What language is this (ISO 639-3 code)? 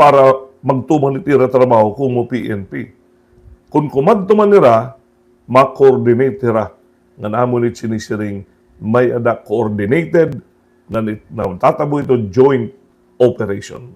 war